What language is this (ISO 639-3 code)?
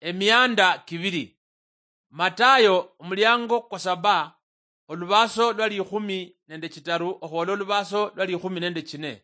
luy